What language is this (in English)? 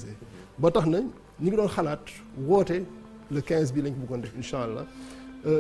Wolof